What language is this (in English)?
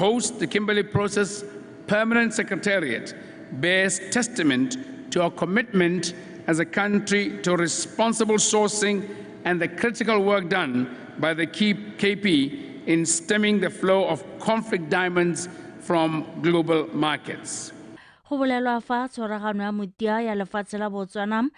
Tswana